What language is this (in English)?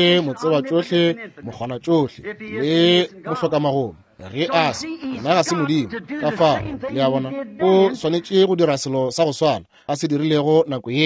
Northern Sotho